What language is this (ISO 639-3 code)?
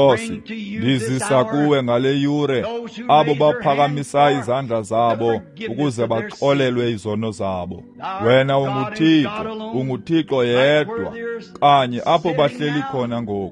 xho